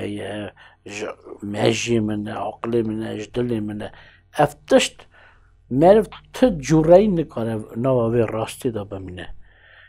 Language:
Kurdish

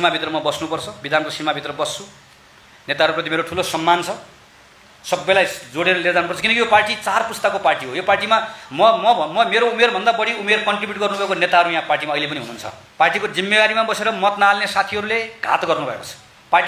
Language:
Nepali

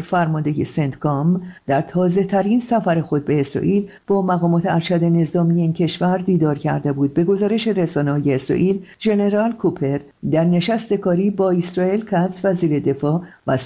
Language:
Persian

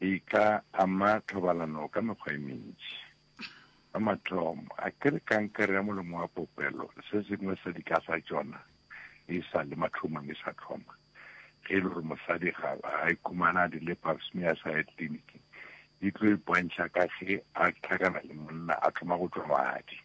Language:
Northern Sotho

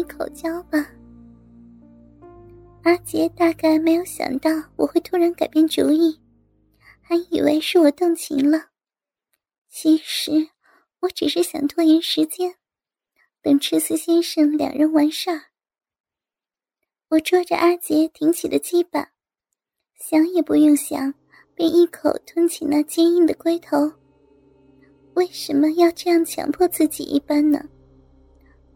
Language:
Chinese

